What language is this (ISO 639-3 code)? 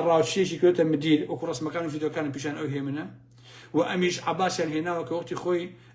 ckb